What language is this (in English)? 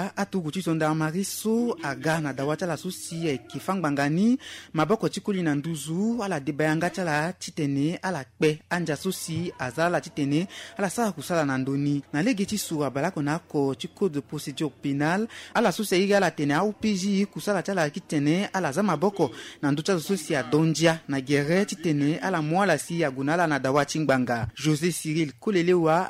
Sango